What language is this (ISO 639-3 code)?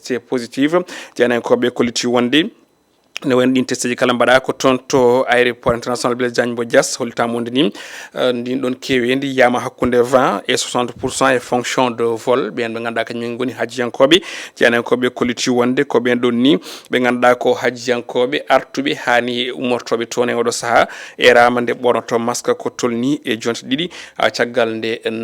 ful